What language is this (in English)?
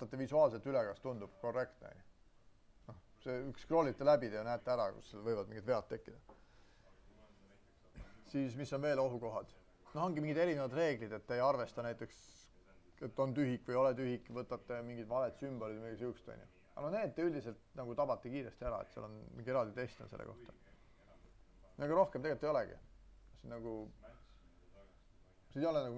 Estonian